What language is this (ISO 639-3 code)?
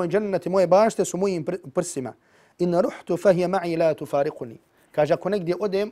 bos